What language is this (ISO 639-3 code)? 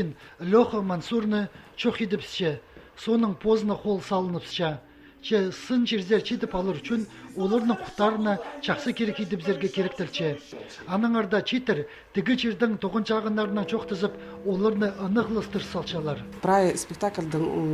kjh